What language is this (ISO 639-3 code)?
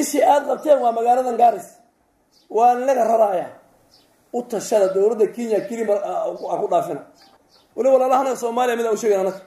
som